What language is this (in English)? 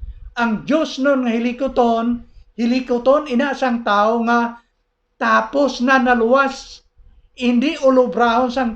Hiligaynon